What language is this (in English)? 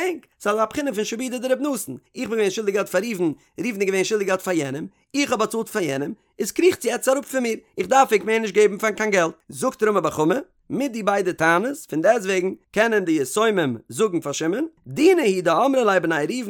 Yiddish